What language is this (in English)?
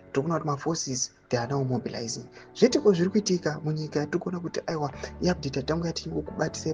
Shona